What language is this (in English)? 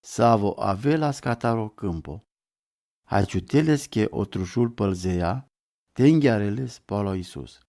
Romany